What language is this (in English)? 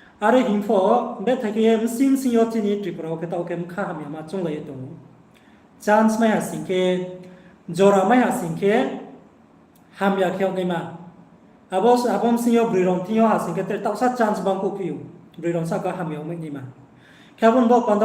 Riang (India)